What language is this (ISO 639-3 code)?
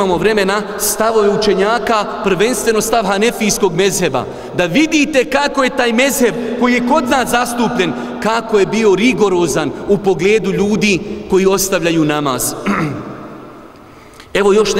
bos